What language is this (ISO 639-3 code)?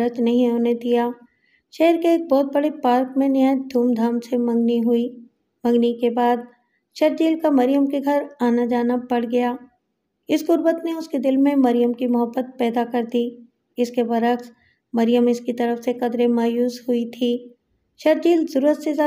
urd